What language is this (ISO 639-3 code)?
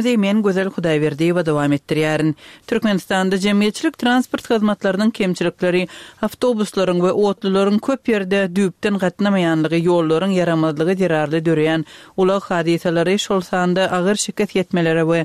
tuk